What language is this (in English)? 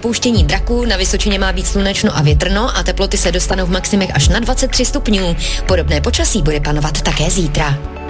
Czech